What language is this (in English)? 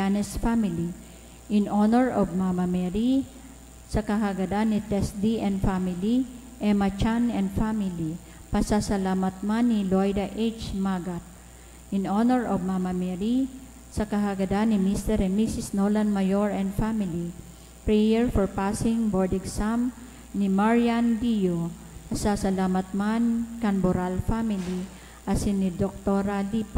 Bikol